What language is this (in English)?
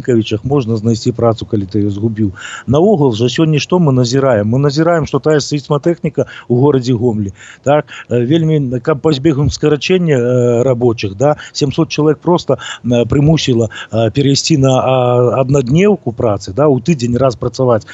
Belarusian